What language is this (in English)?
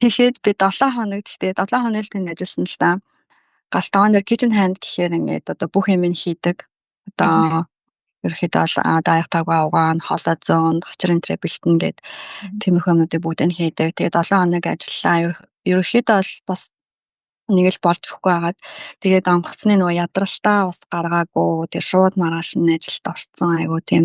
Mongolian